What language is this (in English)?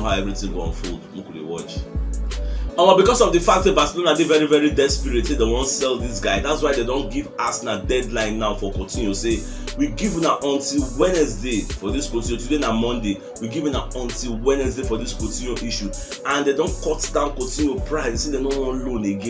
Nigerian Pidgin